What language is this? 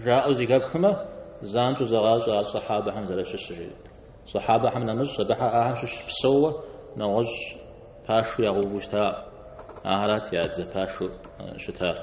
Kabardian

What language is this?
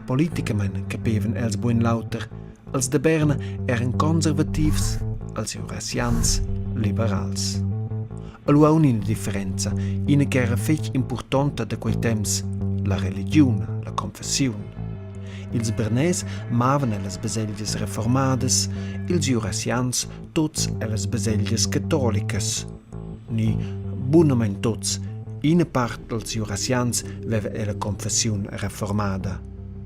Romansh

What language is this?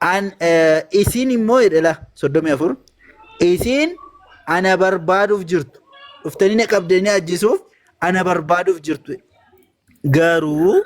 Oromo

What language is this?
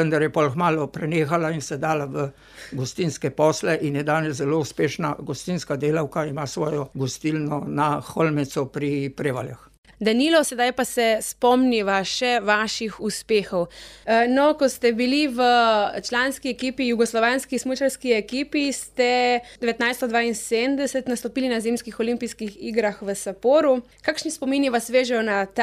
Slovenian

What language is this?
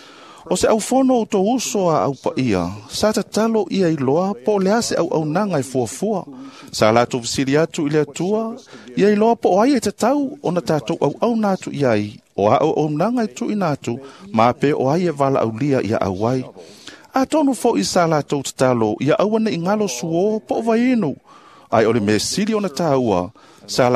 Samoan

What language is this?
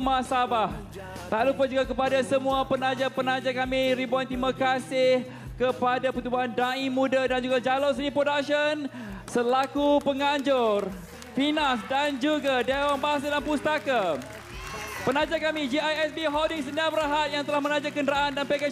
Malay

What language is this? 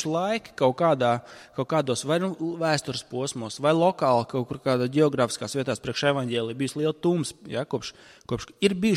Latvian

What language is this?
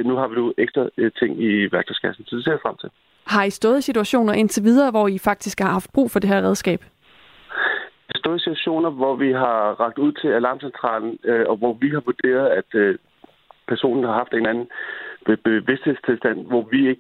Danish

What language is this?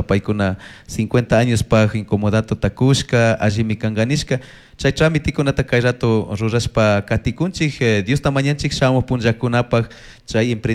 Chimborazo Highland Quichua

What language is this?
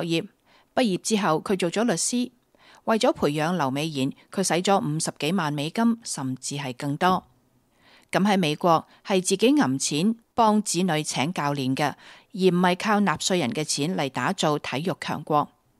Cantonese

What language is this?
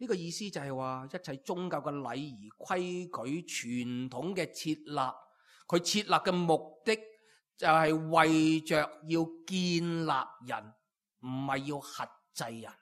Cantonese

